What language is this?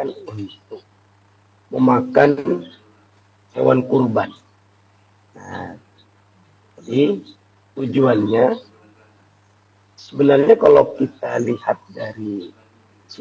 Indonesian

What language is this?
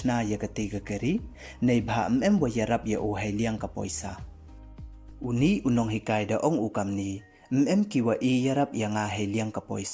Pnar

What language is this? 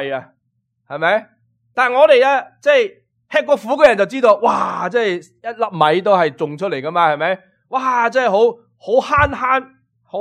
Cantonese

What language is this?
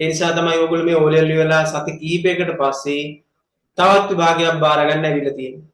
Sinhala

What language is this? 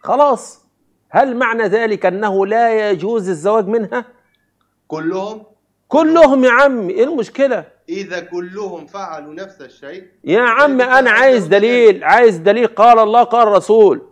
Egyptian Arabic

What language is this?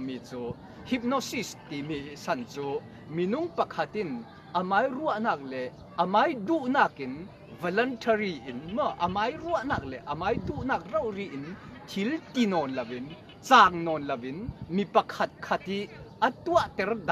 Falam Chin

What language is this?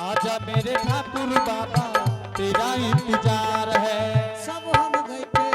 Angika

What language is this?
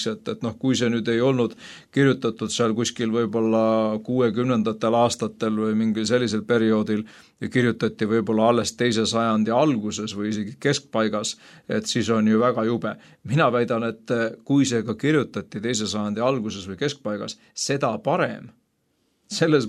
Estonian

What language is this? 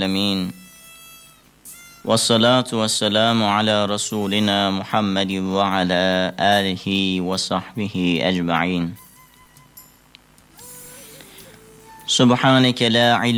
Turkish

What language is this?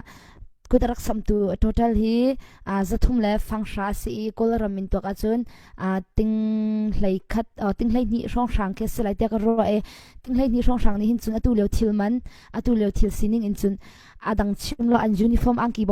Hakha Chin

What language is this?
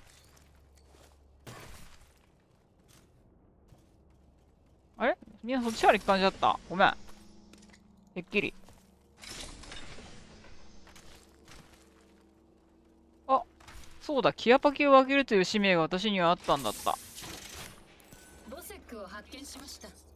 Japanese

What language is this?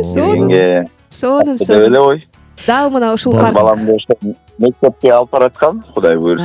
Kyrgyz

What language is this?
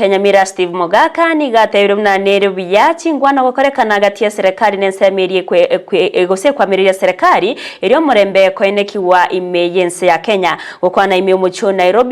Gusii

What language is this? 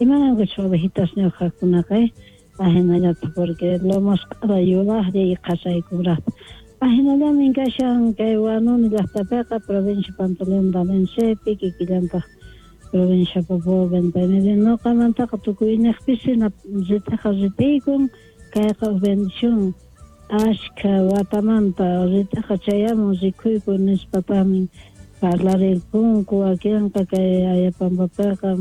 Quechua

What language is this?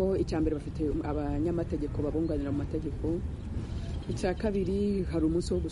Kinyarwanda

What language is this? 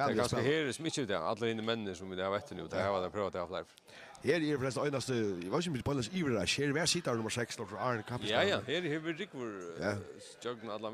Faroese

